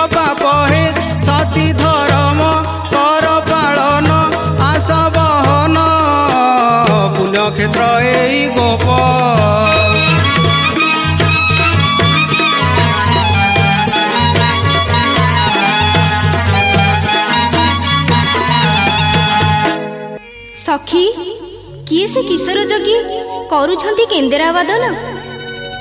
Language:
Odia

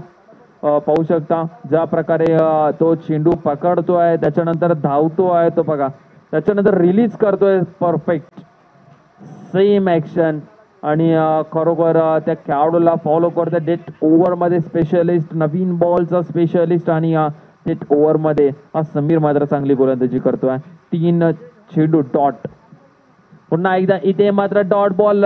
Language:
Marathi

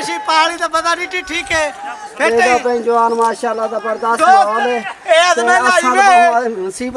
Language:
Saraiki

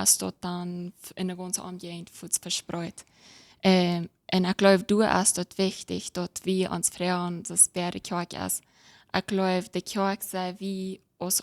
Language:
Plautdietsch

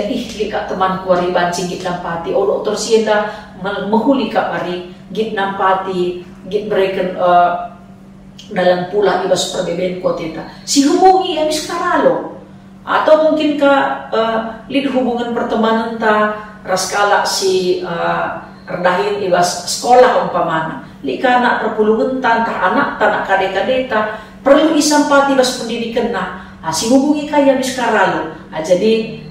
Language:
Batak Karo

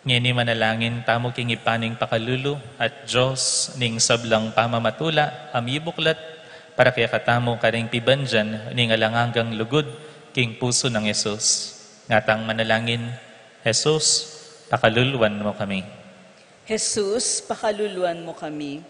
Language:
Pampanga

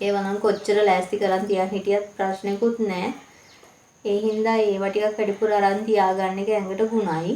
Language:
Sinhala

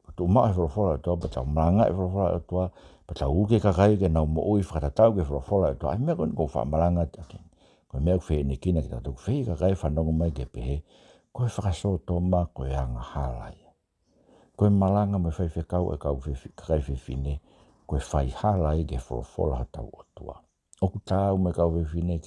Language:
Tongan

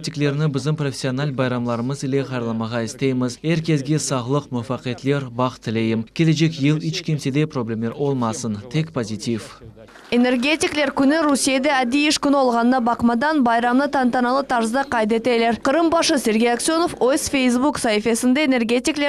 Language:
Crimean Tatar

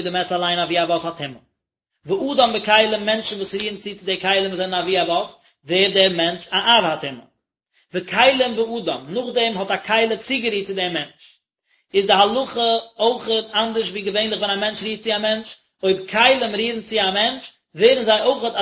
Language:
Yiddish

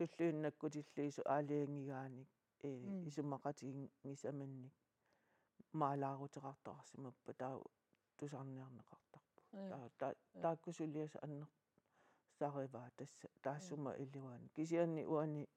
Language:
Kalaallisut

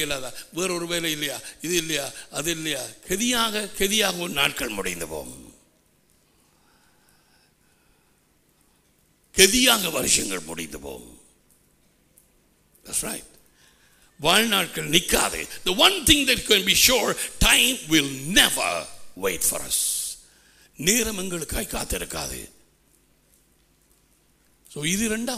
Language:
Tamil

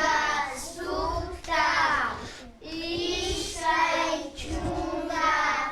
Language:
Imbabura Highland Quichua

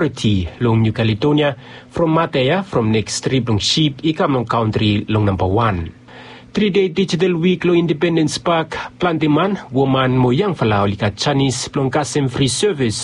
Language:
Bislama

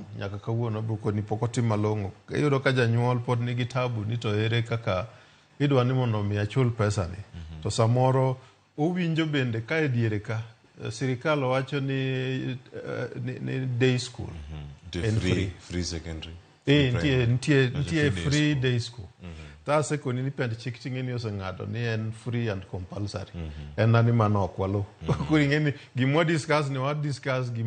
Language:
Luo (Kenya and Tanzania)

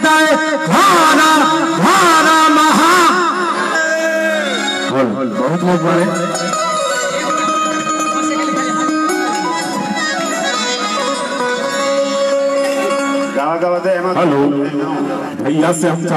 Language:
Bhojpuri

